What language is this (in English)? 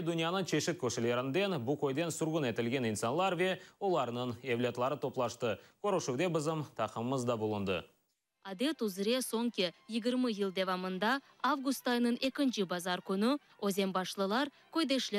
Crimean Tatar